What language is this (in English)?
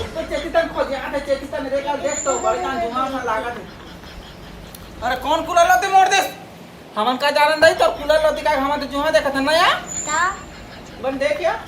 Chhattisgarhi